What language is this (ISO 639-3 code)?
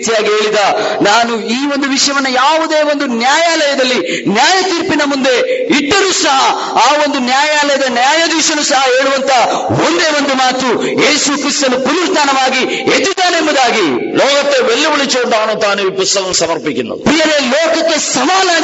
mal